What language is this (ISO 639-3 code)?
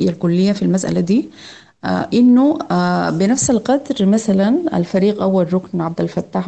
apd